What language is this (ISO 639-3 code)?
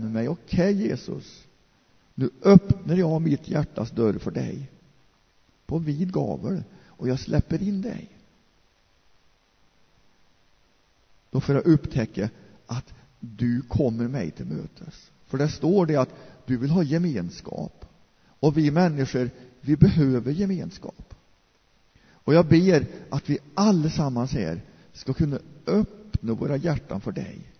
swe